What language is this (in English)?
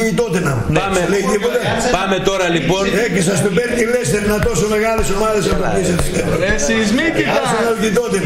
Greek